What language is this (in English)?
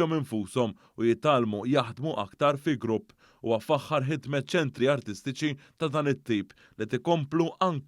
Maltese